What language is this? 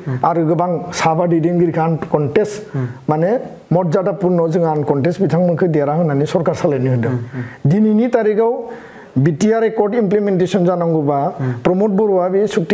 Bodo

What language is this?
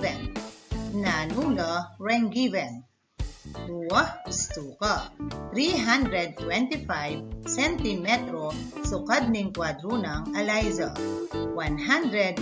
Pampanga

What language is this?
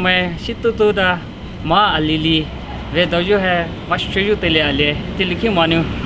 Poumei Naga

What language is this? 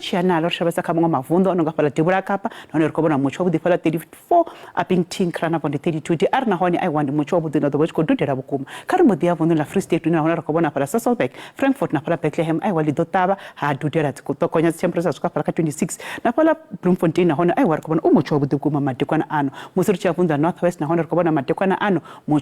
Venda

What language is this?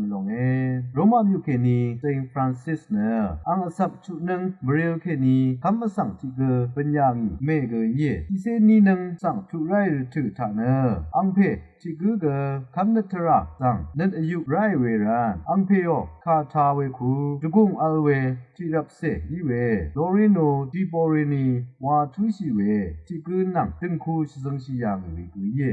Rawang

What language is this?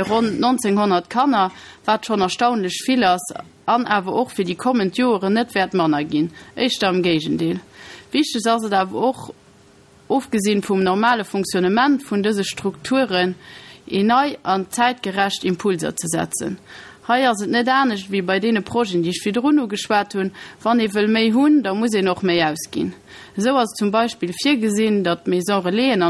Luxembourgish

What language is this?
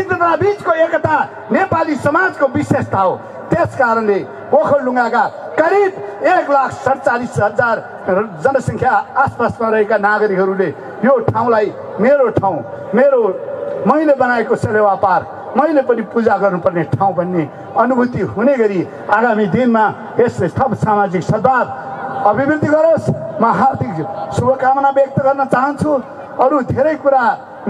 Nepali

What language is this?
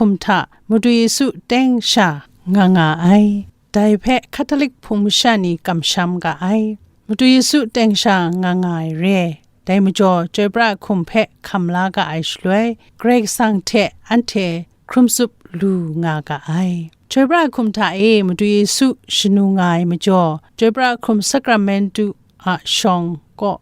Kachin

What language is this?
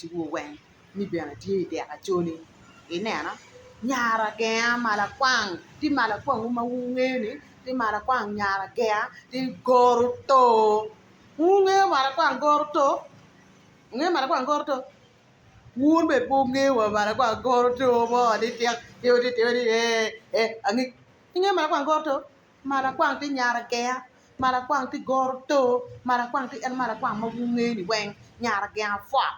Acoli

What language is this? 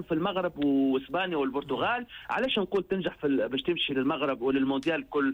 Tunisian Arabic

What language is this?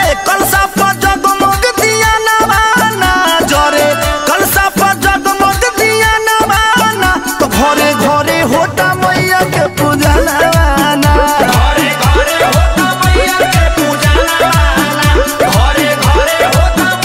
Bhojpuri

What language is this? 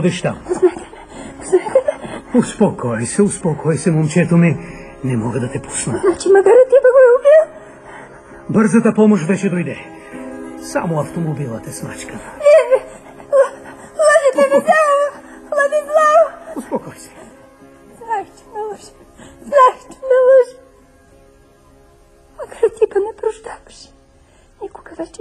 Bulgarian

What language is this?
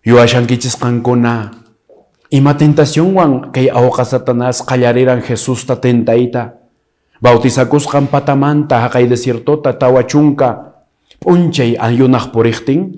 Quechua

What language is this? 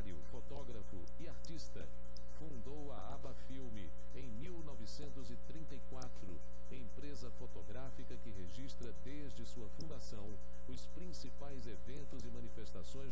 Portuguese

